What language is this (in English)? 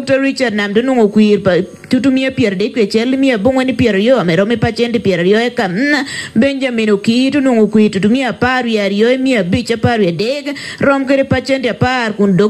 Lango (Uganda)